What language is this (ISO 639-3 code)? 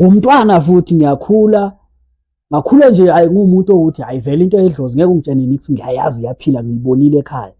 zul